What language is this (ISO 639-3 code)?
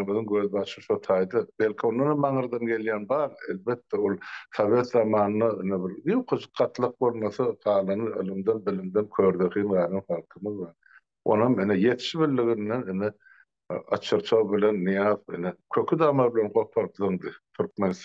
tuk